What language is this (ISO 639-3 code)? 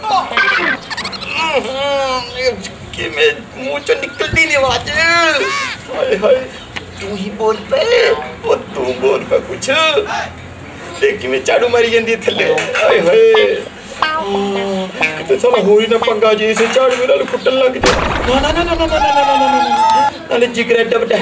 pan